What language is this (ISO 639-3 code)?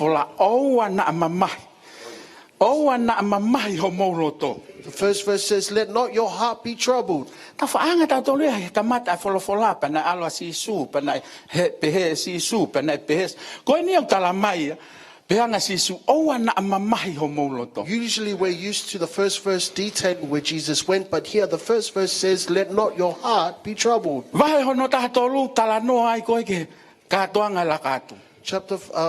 ton